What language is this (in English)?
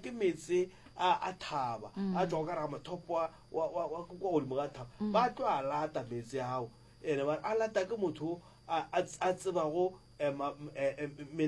Northern Sotho